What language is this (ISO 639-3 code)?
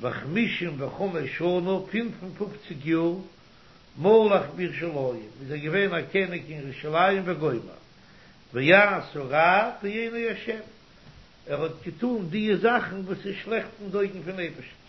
yid